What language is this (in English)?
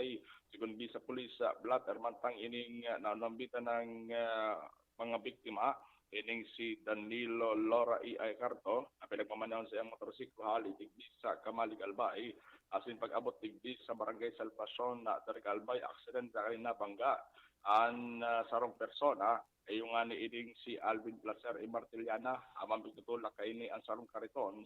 Bikol